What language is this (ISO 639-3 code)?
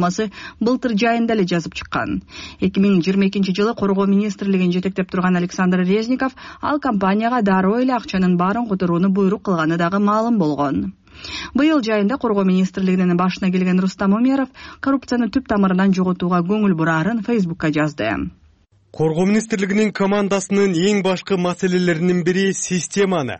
kir